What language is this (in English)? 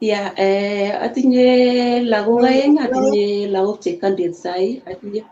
Kalenjin